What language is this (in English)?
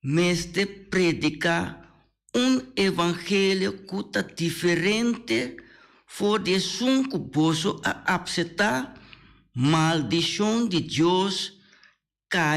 Papiamento